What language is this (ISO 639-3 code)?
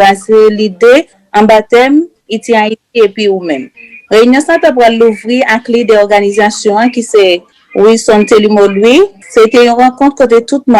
hat